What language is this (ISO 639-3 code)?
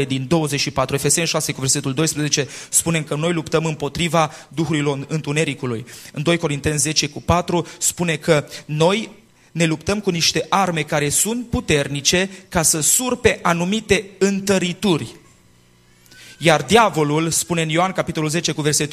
ron